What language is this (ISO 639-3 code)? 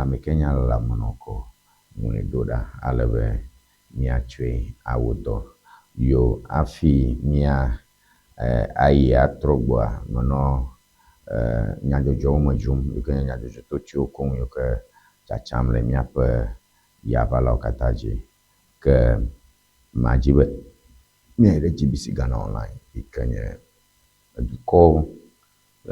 ewe